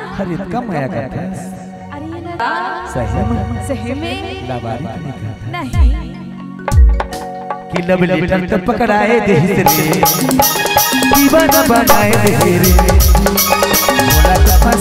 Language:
Chhattisgarhi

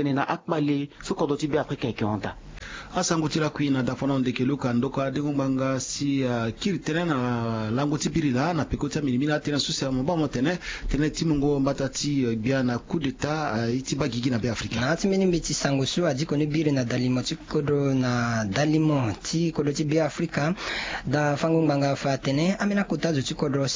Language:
Sango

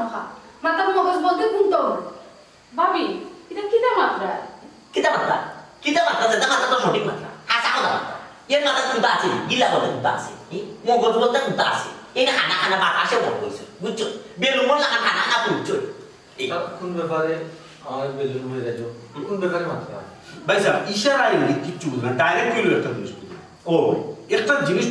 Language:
Sylheti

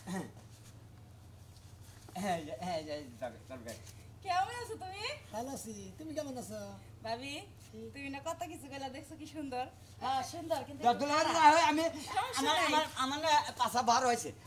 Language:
Bangla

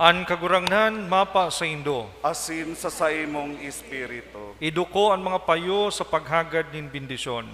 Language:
Bikol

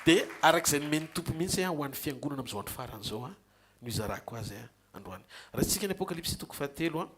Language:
Malagasy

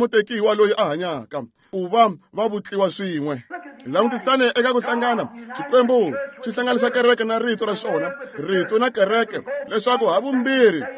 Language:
Tsonga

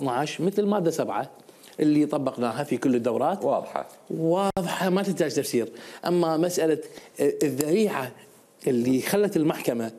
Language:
Mesopotamian Arabic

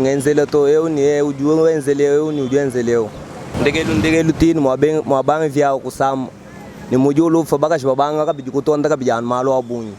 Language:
Luba-Lulua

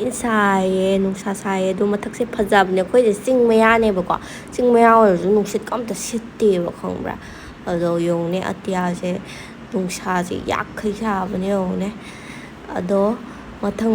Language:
Manipuri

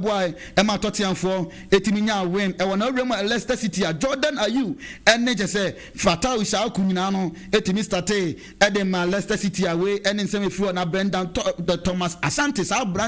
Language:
Akan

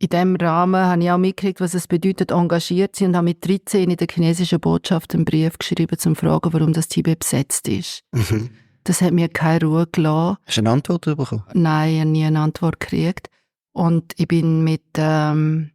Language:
Swiss German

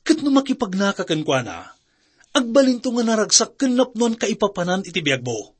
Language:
Iloko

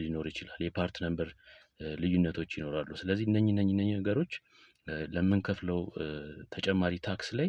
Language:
Amharic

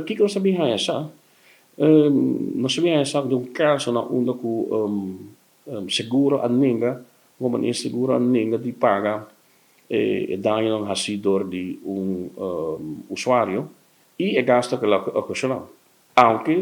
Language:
Papiamento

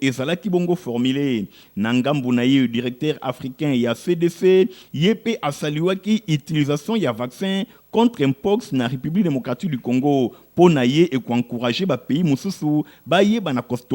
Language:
Lingala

